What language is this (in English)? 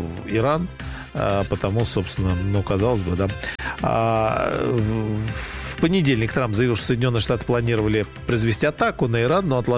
Russian